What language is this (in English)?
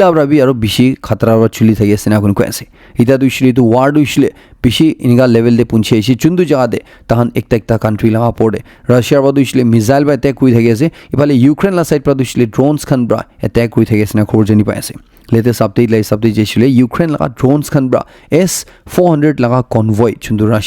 Naga Pidgin